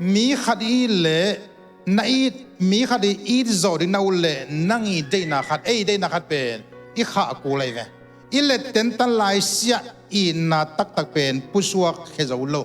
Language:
Tedim Chin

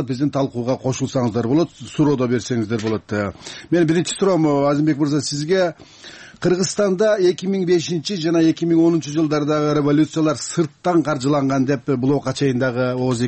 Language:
Kyrgyz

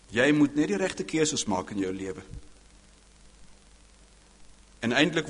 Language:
Afrikaans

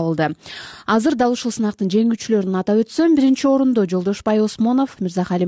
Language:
Kyrgyz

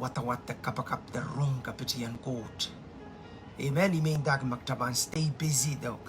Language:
Pohnpeian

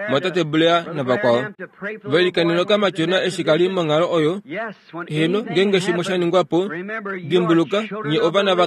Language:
Kuanyama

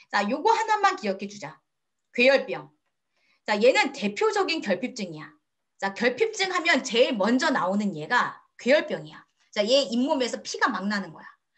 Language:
Korean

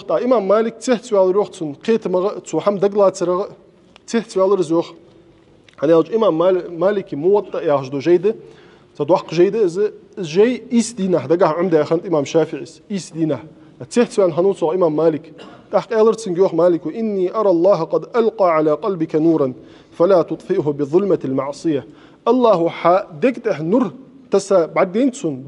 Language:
Ingush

